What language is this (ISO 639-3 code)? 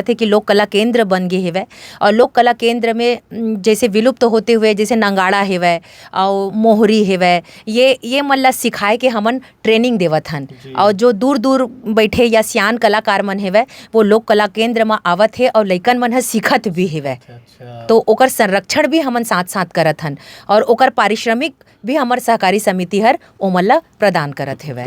hne